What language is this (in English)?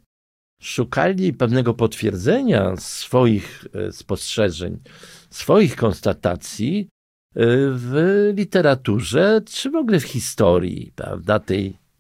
Polish